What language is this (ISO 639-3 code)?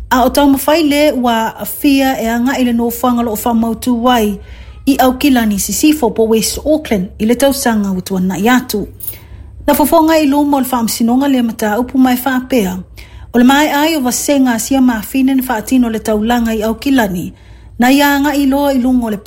smo